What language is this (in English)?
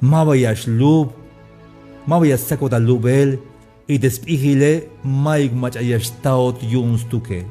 Tzeltal